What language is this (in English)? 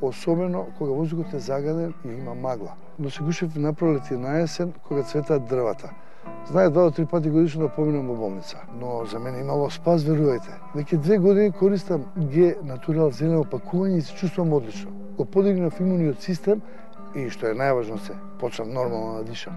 Macedonian